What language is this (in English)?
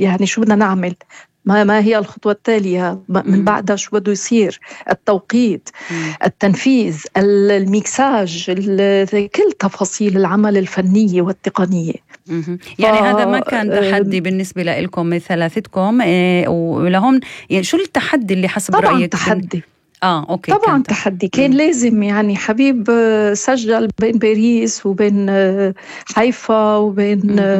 North Levantine Arabic